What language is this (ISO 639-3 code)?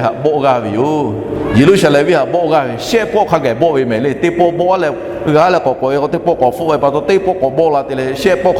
lhu